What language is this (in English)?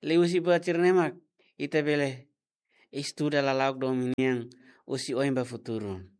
Tetum